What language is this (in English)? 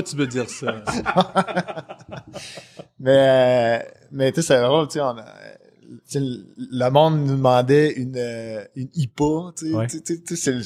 French